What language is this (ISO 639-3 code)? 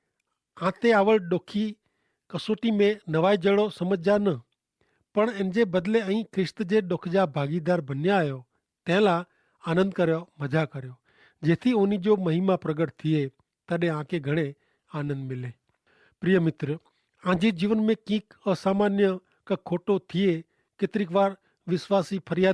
kfr